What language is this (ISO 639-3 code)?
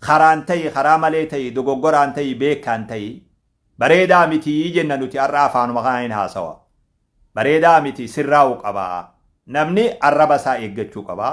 orm